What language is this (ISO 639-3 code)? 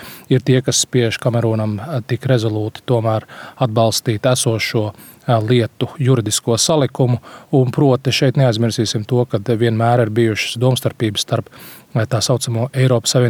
lav